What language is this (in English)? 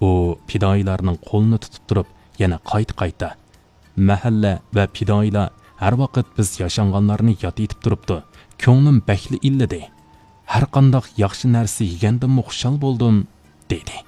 Uyghur